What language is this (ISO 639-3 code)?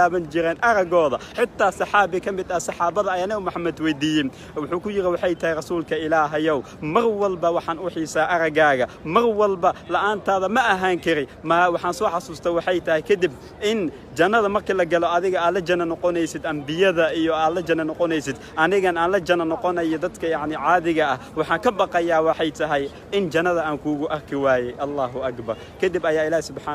som